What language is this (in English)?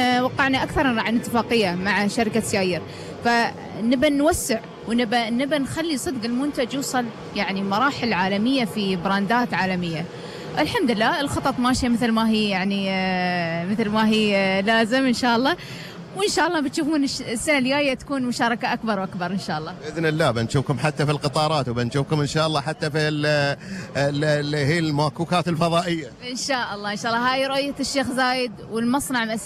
Gulf Arabic